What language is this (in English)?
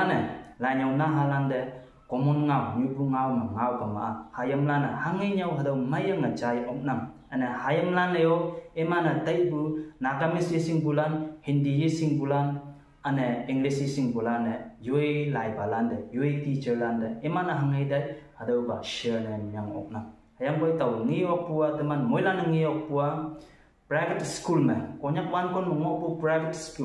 Konyak Naga